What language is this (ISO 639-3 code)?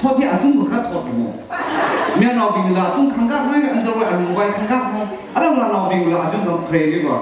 nmf